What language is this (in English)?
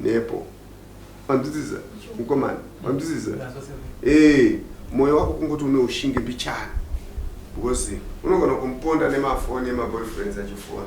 Shona